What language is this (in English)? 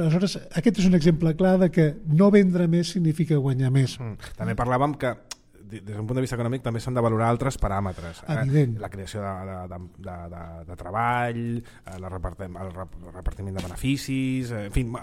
Catalan